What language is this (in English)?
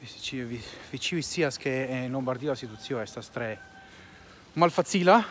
Esperanto